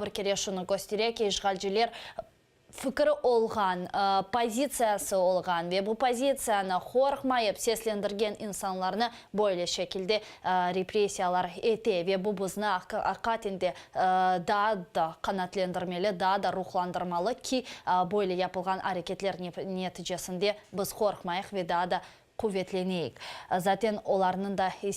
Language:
Crimean Tatar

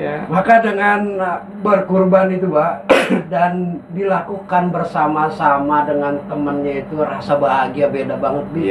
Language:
Betawi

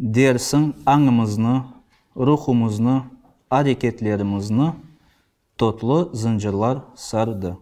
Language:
Crimean Tatar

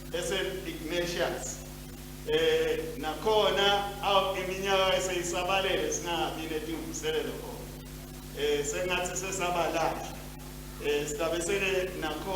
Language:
Swati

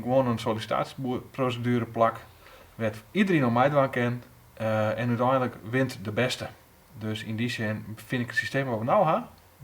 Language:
Western Frisian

